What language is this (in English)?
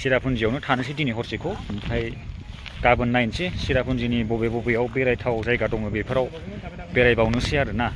Bodo